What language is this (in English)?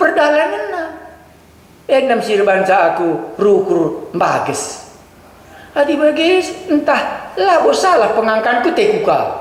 Batak Karo